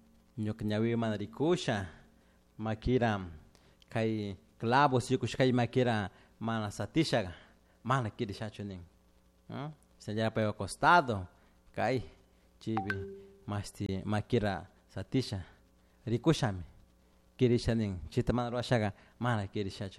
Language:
Chimborazo Highland Quichua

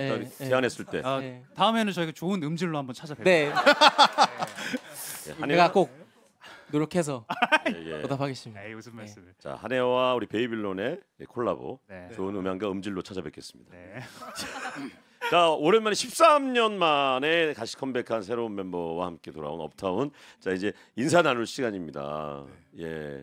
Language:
Korean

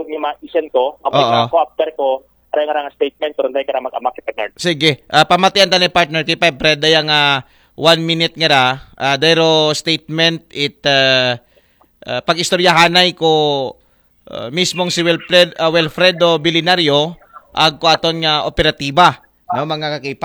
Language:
Aklanon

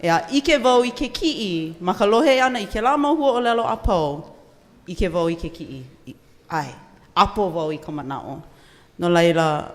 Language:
Hawaiian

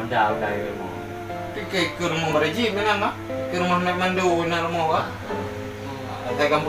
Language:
Achinese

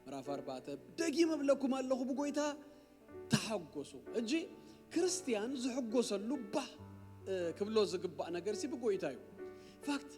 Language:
Tigrinya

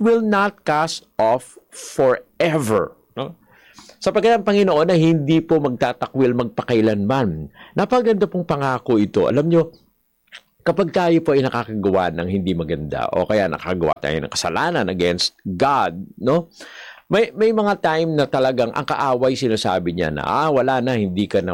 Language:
Filipino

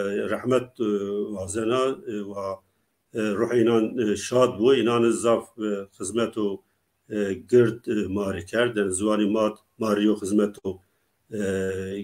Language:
Zaza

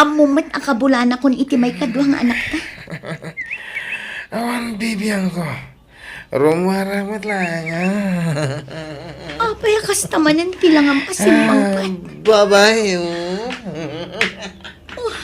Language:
Iloko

